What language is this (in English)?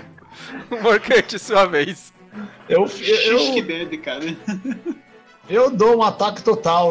Portuguese